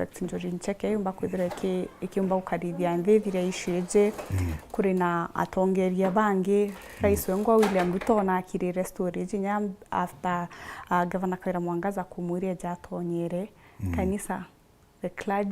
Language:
Meru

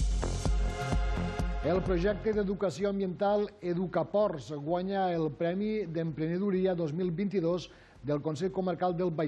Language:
Catalan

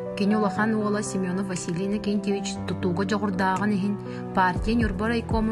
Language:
Yakut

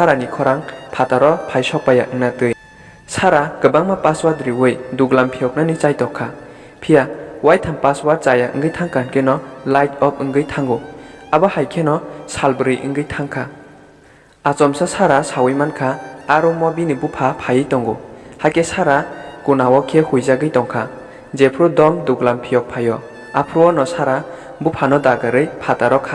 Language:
Kok Borok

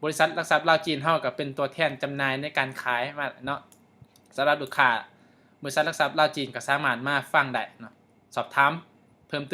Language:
Lao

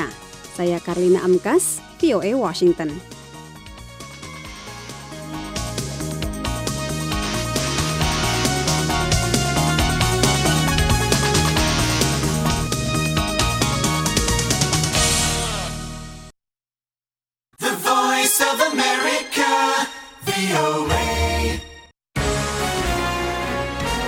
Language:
Indonesian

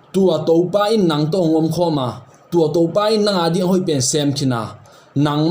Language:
Tedim Chin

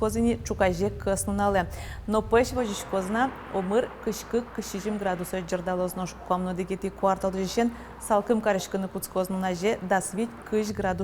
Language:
Udmurt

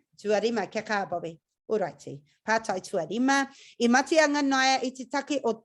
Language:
Māori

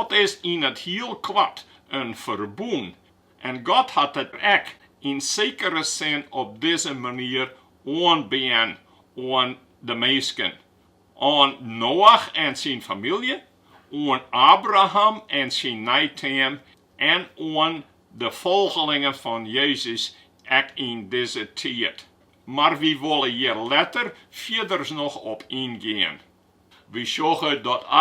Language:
Western Frisian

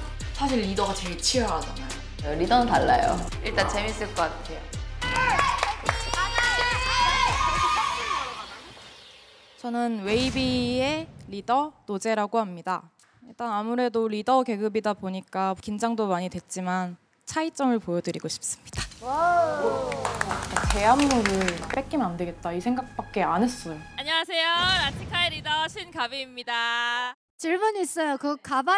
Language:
Korean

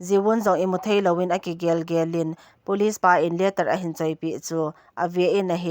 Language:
Thado Chin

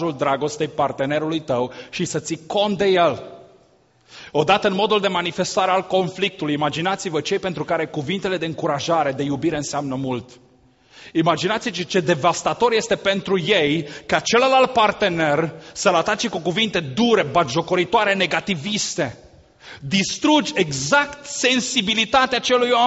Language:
Romanian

